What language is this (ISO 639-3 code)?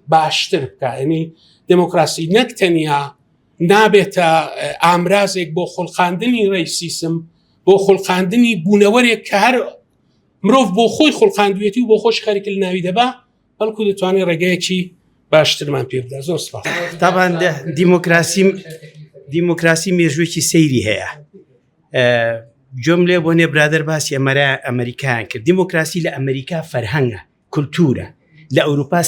ckb